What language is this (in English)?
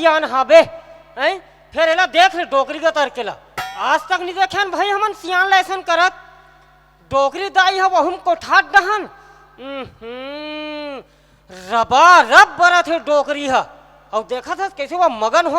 Chhattisgarhi